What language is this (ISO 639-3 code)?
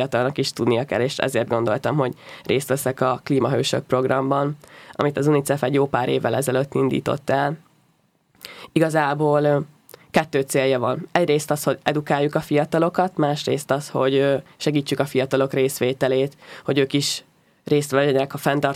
hun